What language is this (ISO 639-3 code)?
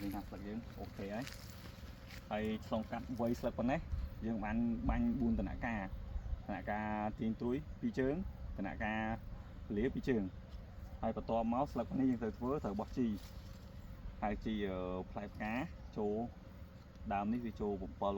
khm